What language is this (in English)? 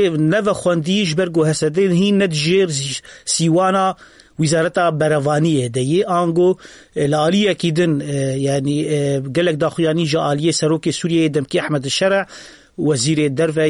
Kurdish